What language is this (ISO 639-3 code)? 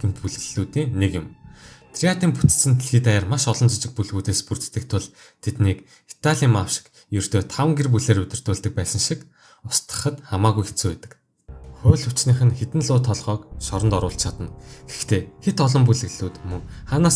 mon